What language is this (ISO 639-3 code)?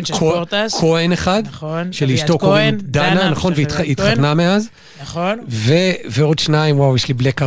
heb